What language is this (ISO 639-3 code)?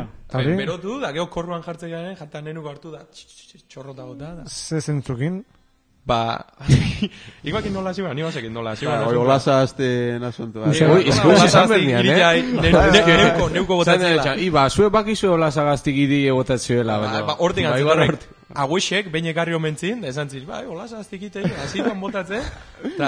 eus